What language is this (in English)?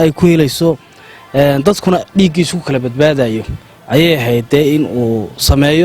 Somali